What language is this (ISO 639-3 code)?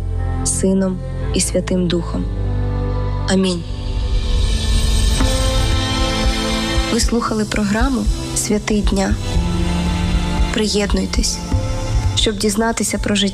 ukr